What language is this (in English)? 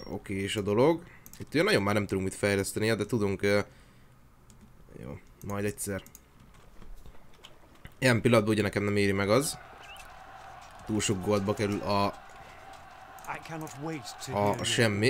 Hungarian